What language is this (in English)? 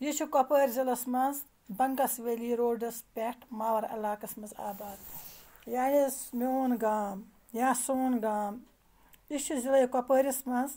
Kashmiri